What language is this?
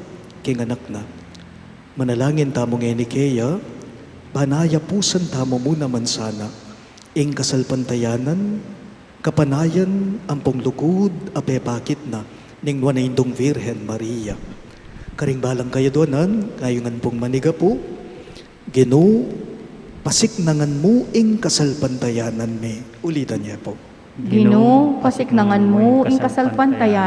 Pampanga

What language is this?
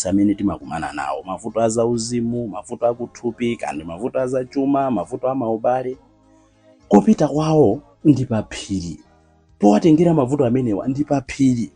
Nyanja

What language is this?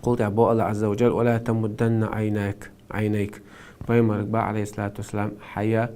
Chechen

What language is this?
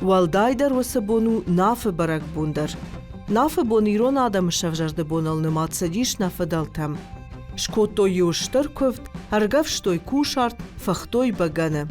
Ossetic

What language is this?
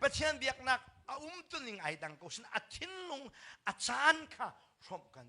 Hakha Chin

